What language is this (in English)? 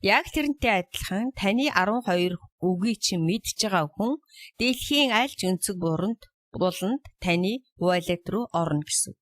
Mongolian